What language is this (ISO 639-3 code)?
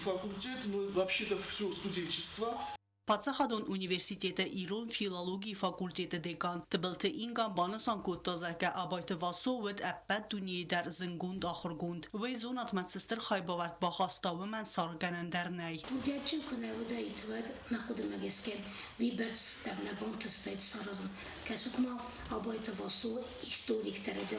oss